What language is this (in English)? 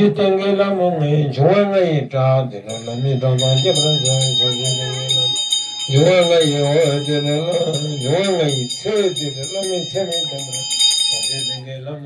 Tibetan